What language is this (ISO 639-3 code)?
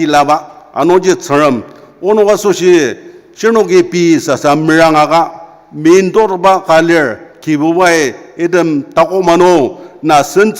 njo